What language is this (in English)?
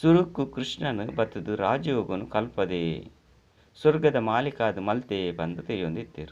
Tulu